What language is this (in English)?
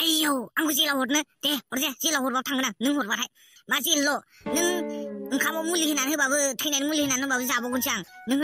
Bodo